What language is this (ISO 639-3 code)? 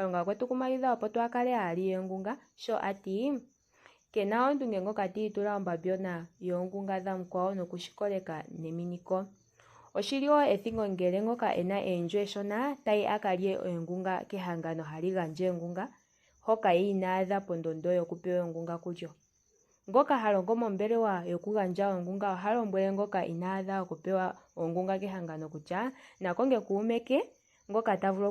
ndo